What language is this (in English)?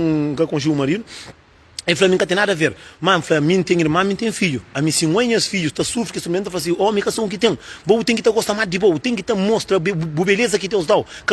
Kabuverdianu